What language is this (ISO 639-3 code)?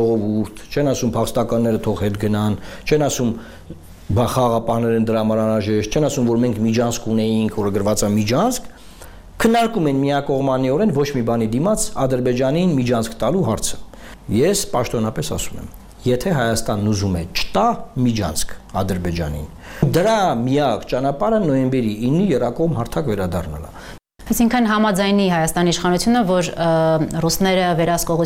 hye